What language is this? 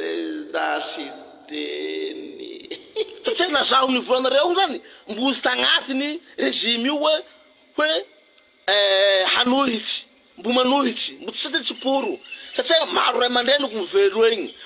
Malagasy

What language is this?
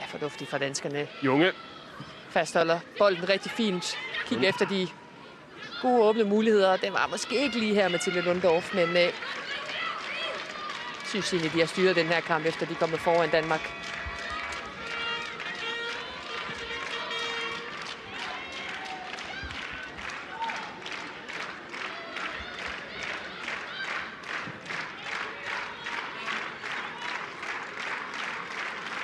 Danish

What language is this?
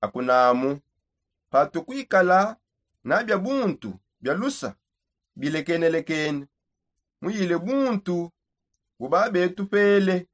Songe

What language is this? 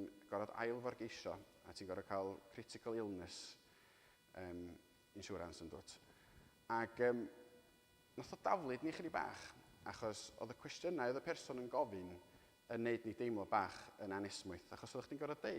Welsh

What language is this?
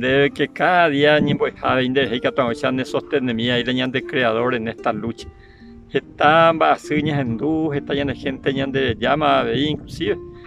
Guarani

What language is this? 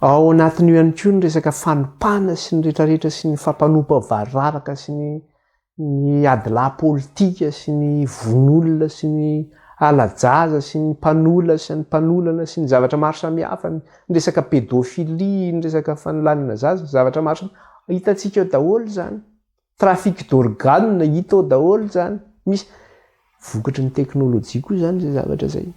Malagasy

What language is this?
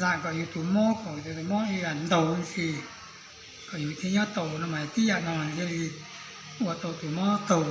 Hmong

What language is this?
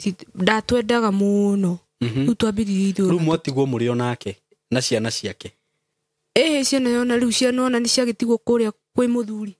Kikuyu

